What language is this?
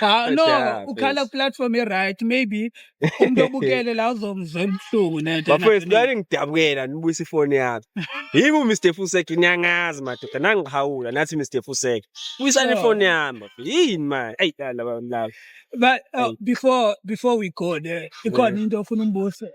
Zulu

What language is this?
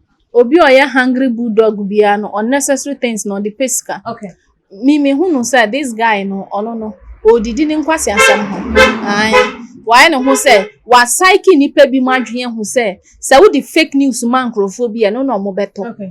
Akan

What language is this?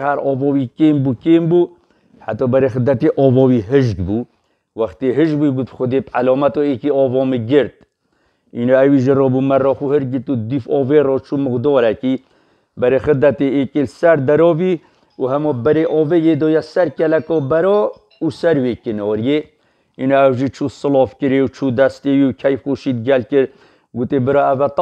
Kurdish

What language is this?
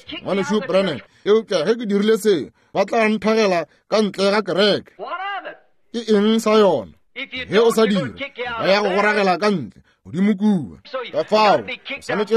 Northern Sotho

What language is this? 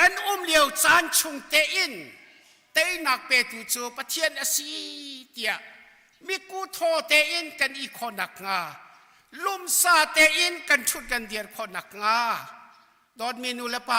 Hakha Chin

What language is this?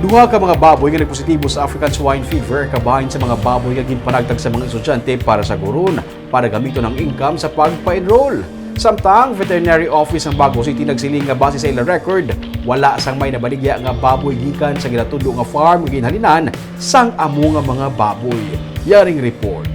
Hiligaynon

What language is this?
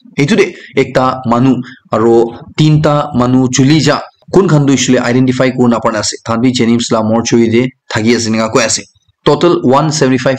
Naga Pidgin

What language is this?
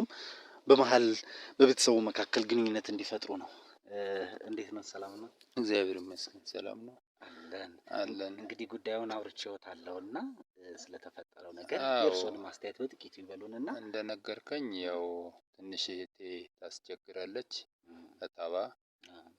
Amharic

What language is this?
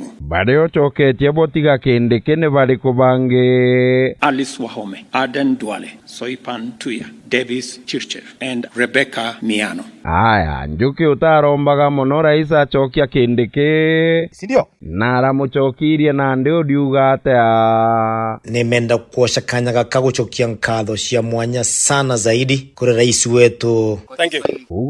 Meru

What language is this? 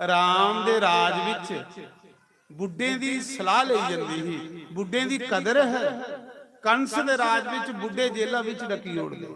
Dogri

